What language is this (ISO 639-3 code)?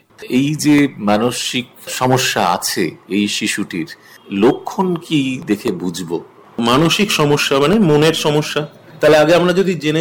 ben